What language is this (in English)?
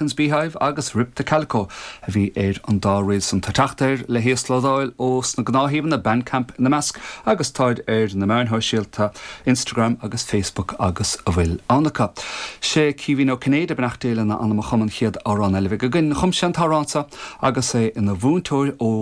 Irish